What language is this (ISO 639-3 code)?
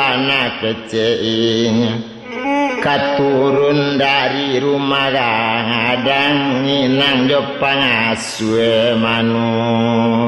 min